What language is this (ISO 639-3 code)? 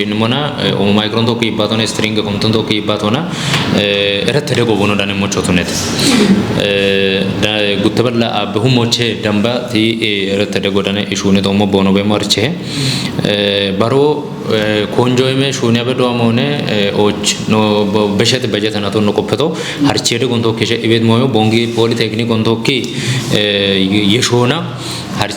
kbr